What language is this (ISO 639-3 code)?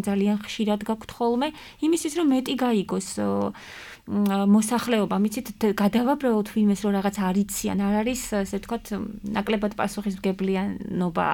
kat